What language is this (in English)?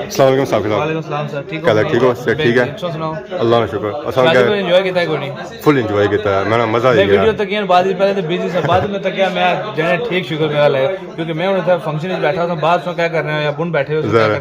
Pahari-Potwari